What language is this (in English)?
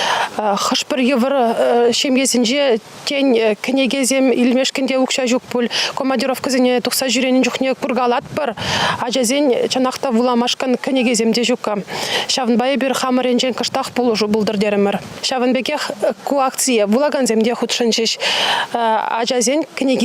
Chuvash